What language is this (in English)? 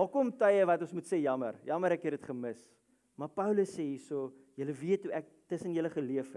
Afrikaans